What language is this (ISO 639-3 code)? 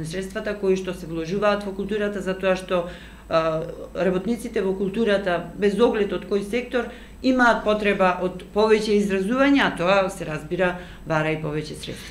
mkd